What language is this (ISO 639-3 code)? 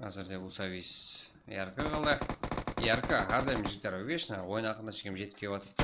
kaa